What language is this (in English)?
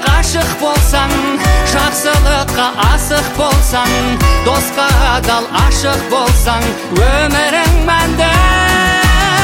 Kazakh